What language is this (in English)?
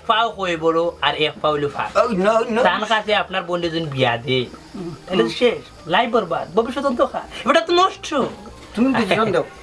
Sylheti